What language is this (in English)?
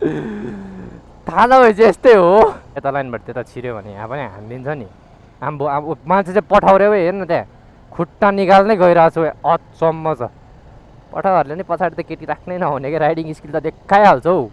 Nepali